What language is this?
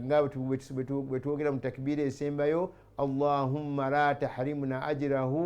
Ganda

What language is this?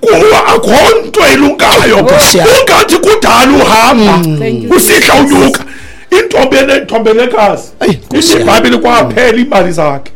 Xhosa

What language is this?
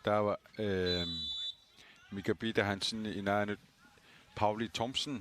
Kalaallisut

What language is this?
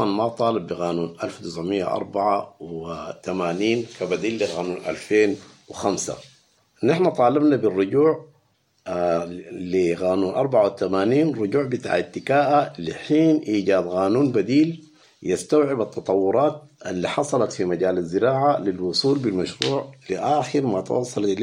Sudanese Arabic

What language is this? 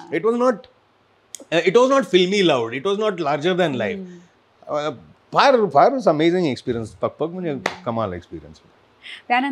Marathi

